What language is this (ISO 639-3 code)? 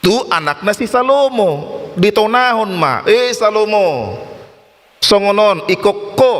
bbc